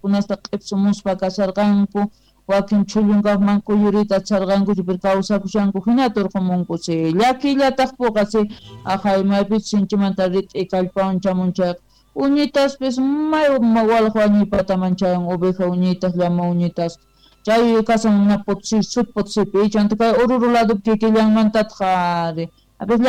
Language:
South Bolivian Quechua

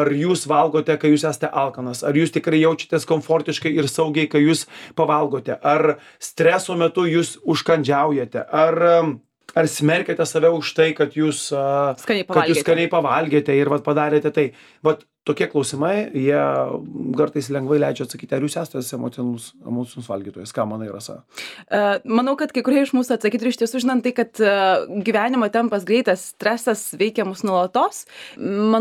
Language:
Lithuanian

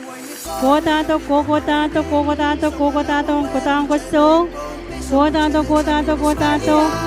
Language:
Pohnpeian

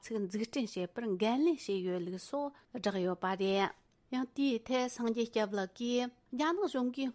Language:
Tibetan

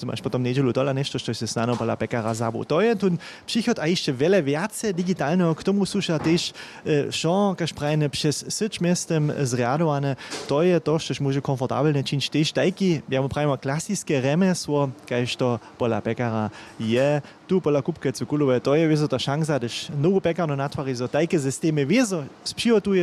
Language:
Upper Sorbian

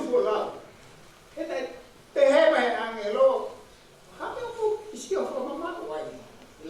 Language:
Tongan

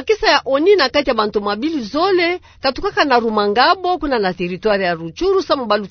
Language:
Kituba (Democratic Republic of Congo)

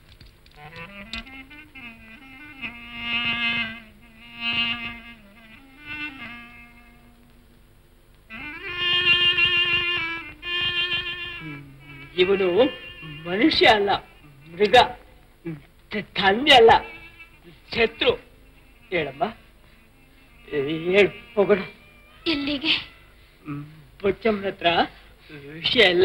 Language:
Kannada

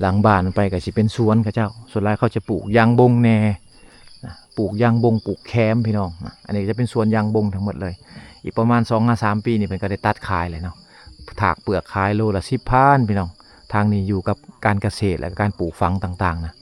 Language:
Lao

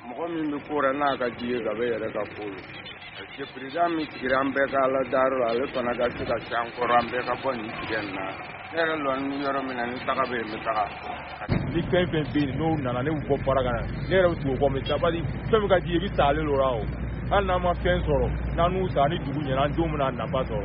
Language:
Bambara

